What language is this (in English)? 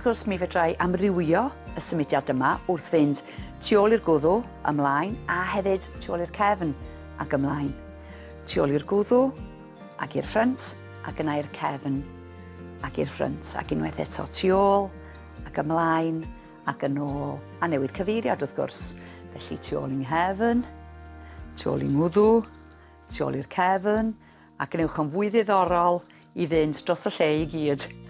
Welsh